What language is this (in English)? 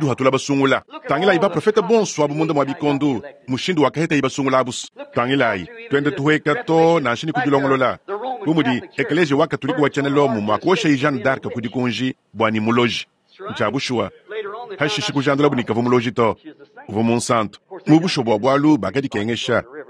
Luba-Lulua